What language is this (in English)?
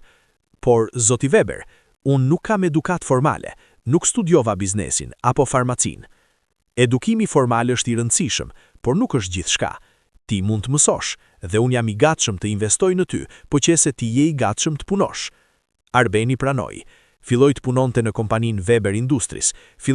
Albanian